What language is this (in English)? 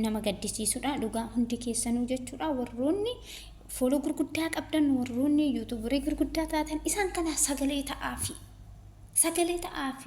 Oromo